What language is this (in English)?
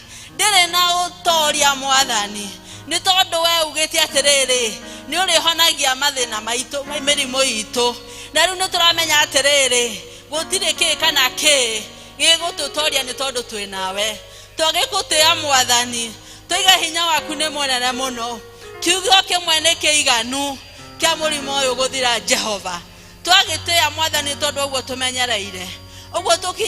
Kikuyu